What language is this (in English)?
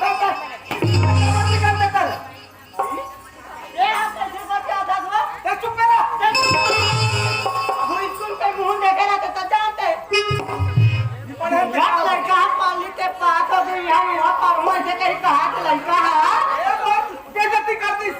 Chhattisgarhi